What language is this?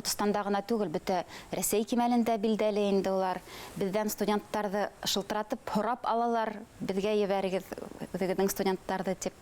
Bashkir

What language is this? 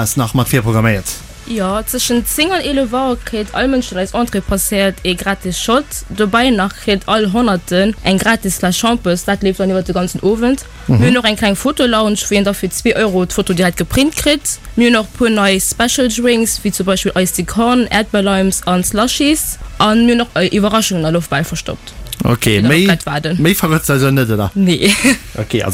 Luxembourgish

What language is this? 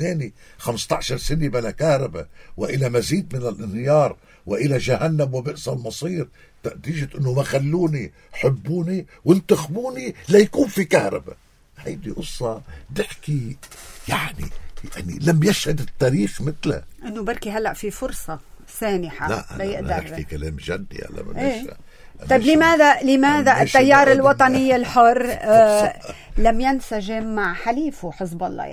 North Levantine Arabic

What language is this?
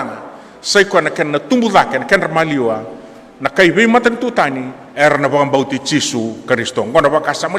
Fijian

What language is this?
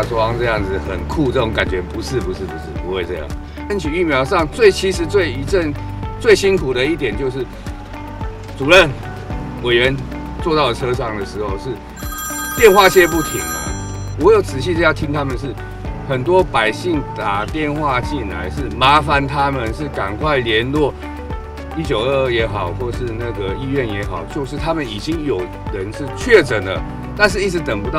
Chinese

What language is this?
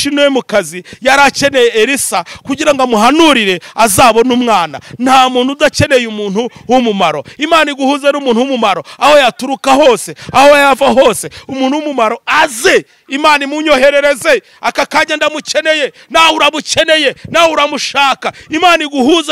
Kinyarwanda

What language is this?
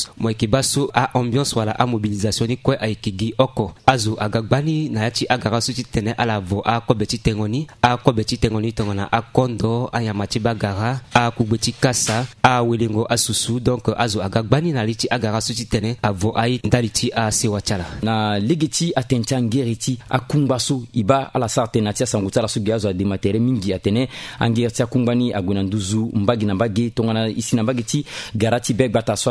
Sango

